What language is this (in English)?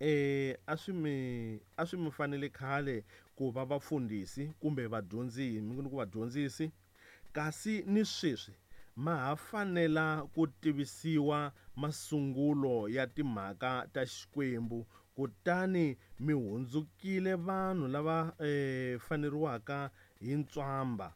Tsonga